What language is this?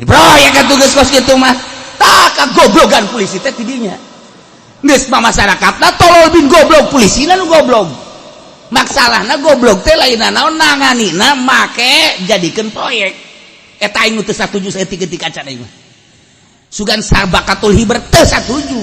Sundanese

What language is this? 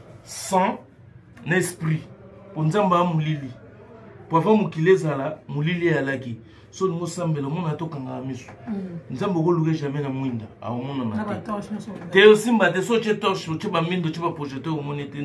Lingala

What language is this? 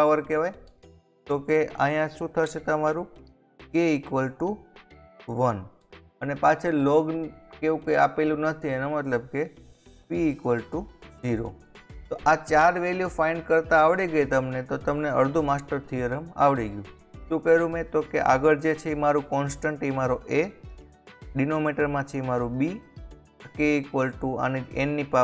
Gujarati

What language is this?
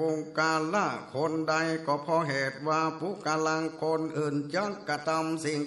Northern Thai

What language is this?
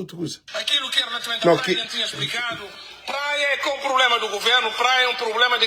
Kabuverdianu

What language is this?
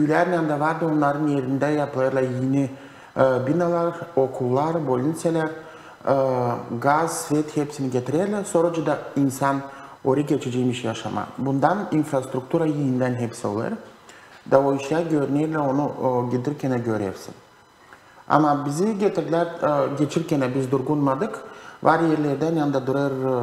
Gagauz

